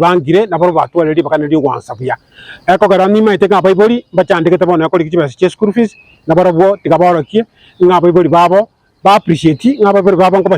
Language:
Gusii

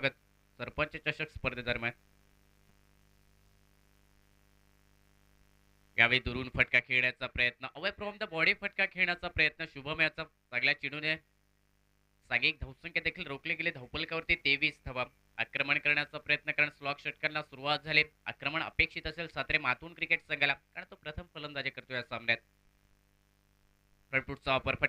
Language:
Marathi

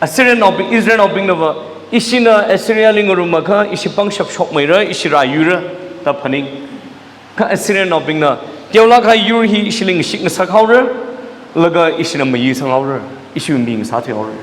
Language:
Tangkhul Naga (India)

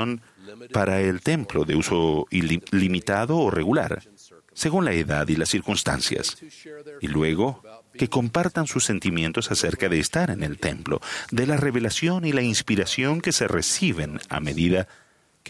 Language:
Spanish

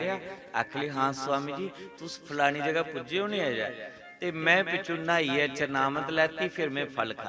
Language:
Dogri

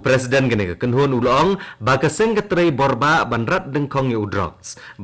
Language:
Khasi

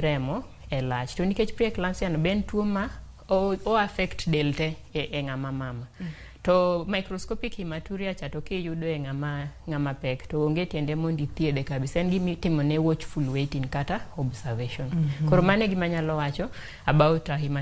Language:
Luo (Kenya and Tanzania)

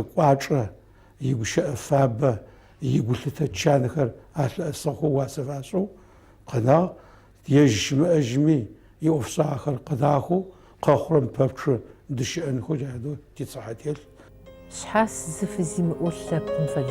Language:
Adyghe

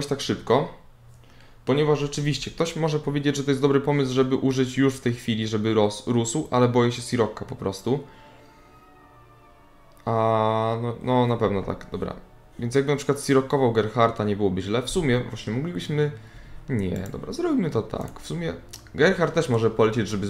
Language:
Polish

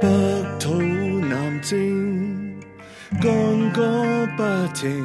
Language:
Cantonese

